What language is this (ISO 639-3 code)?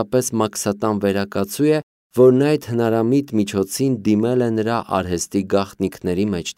hye